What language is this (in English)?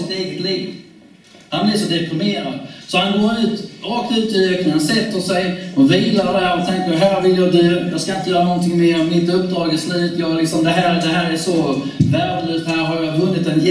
Swedish